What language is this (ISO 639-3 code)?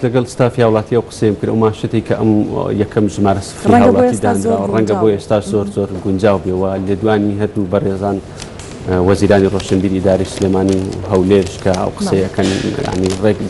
ckb